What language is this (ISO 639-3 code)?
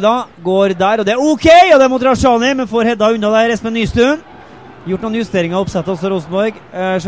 nor